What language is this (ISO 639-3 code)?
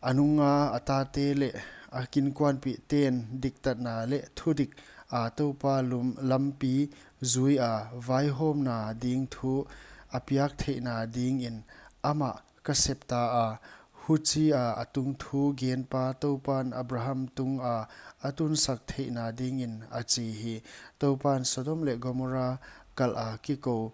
pck